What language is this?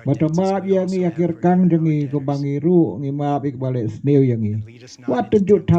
Khasi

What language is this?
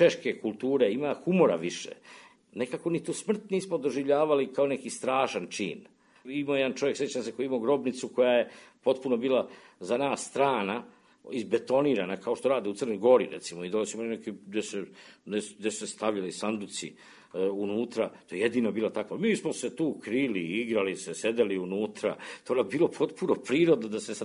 Serbian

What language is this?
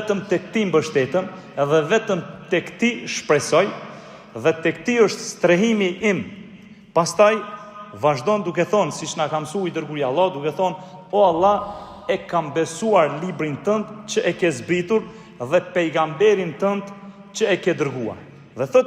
Albanian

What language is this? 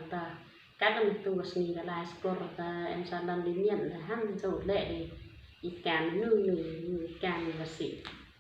Khasi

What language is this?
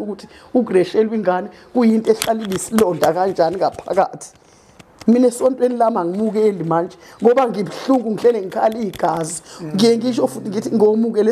Zulu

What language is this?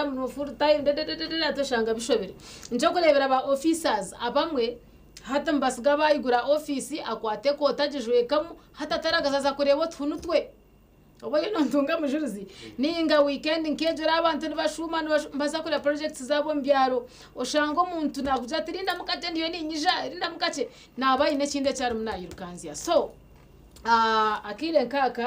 Nyankole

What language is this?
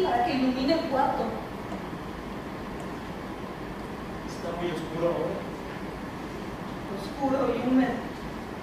Spanish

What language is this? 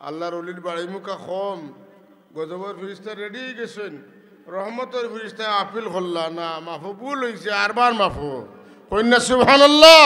Sylheti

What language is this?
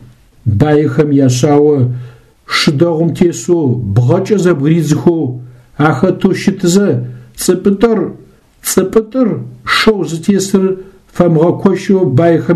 Adyghe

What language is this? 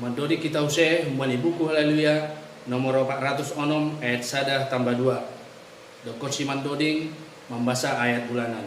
Batak Simalungun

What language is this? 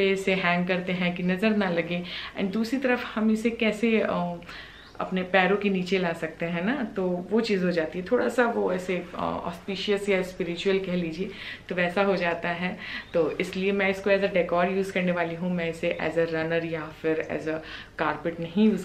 Hindi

